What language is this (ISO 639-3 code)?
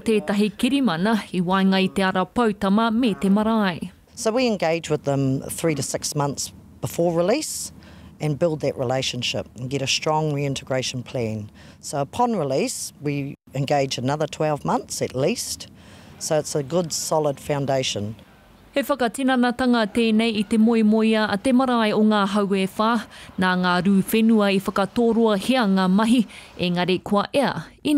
mri